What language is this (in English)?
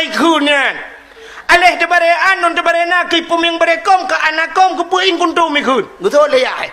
Achinese